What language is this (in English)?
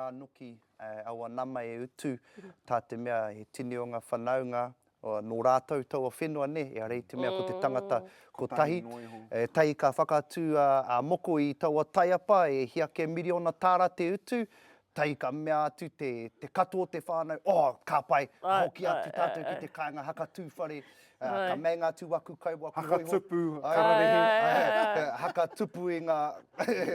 Māori